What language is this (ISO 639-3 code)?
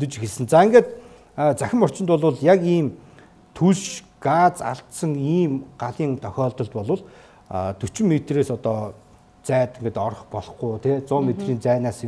mon